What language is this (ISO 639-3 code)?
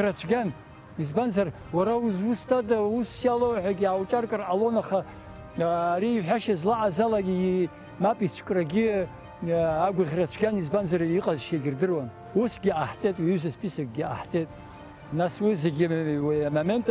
abk